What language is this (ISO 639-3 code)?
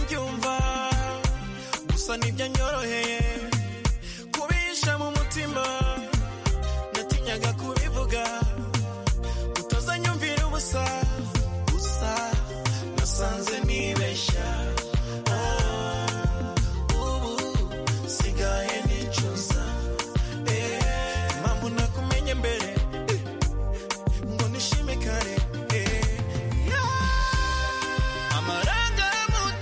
kin